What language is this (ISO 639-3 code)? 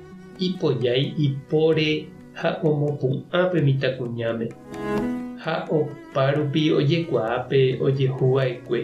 grn